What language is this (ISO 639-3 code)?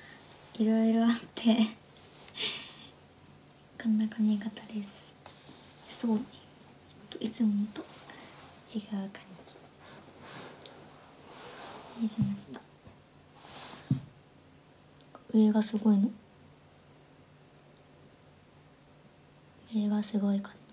jpn